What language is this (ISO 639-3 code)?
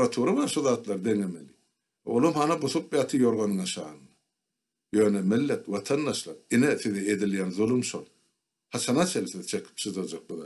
tuk